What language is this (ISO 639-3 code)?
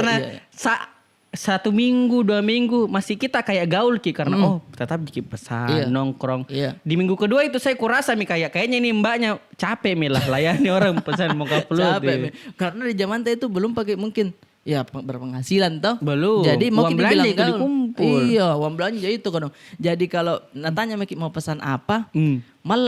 mfp